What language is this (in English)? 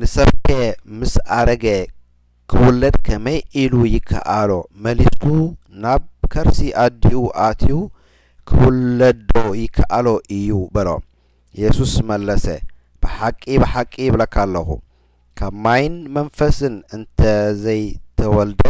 Tigrinya